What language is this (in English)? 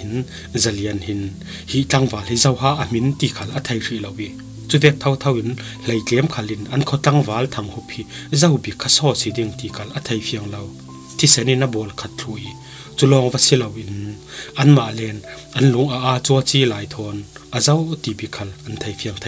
Falam Chin